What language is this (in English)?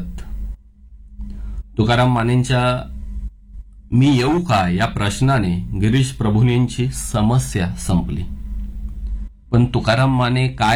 Marathi